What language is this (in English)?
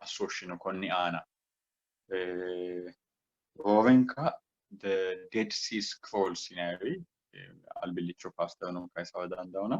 Sidamo